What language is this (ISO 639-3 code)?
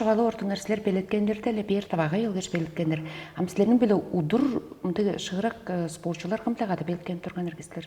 tyv